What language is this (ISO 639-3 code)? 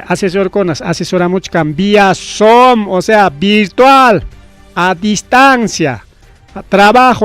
quy